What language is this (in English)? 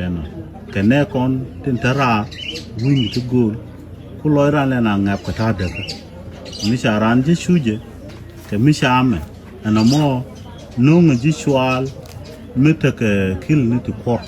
Nuer